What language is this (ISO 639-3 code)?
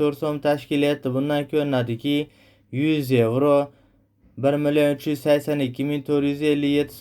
uzb